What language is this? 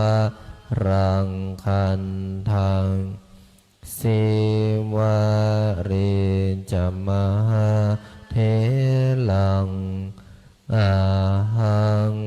Pali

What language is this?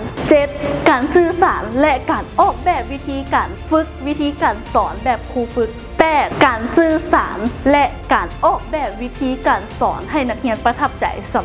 Lao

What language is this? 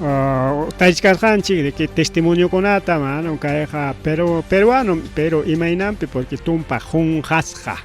Ayacucho Quechua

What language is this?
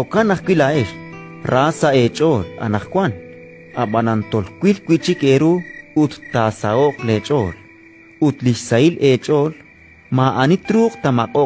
Kekchí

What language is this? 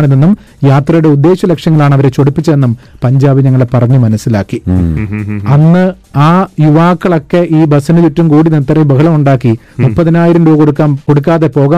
Malayalam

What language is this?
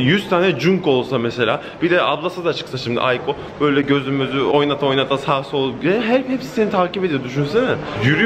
Turkish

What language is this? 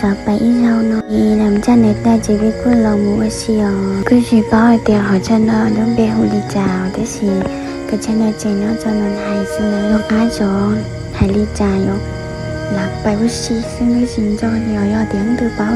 Hmong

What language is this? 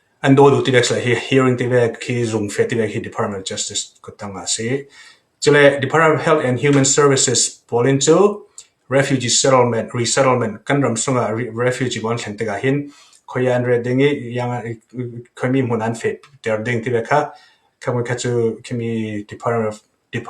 Falam Chin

